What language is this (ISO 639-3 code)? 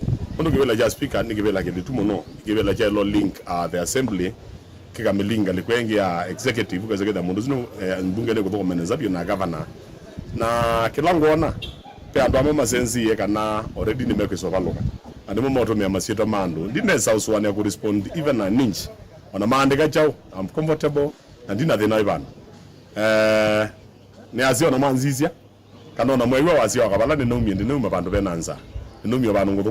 kam